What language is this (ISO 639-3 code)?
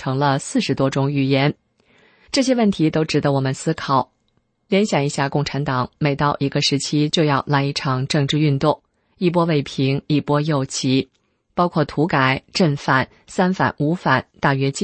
zho